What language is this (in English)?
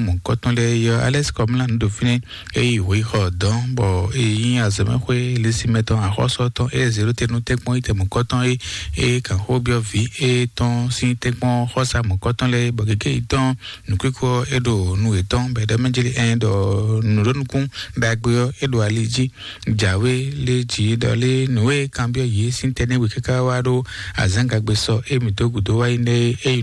Fon